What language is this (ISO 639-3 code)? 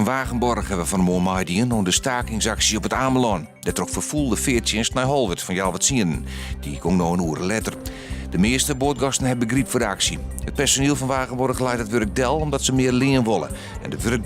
fry